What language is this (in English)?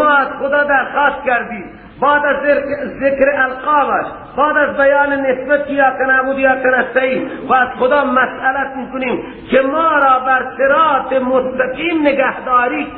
Persian